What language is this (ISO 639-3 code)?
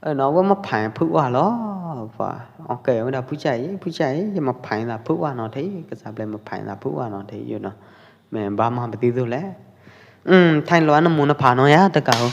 kjp